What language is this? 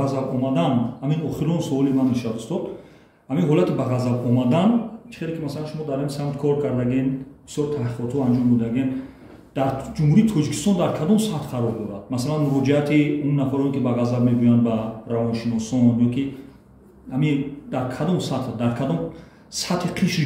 Tajik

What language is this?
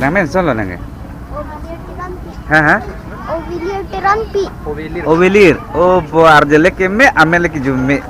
Karbi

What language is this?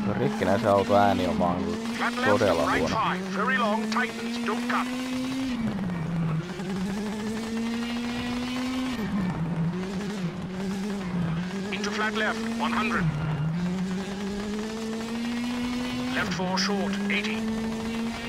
Finnish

